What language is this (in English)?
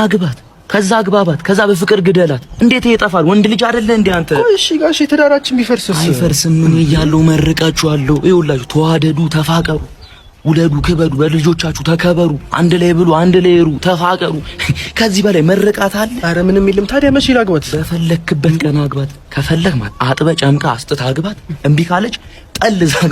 Amharic